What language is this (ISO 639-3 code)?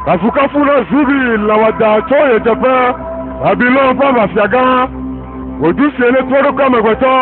ewe